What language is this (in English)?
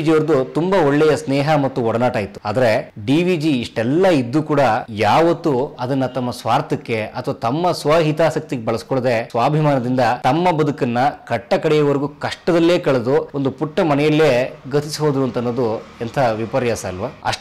Kannada